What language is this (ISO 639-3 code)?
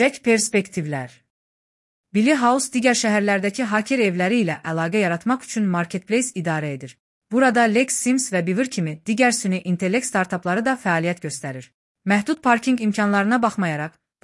aze